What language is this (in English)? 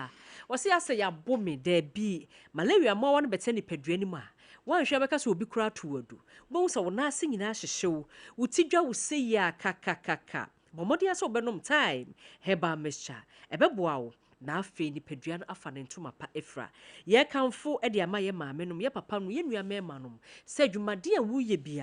Akan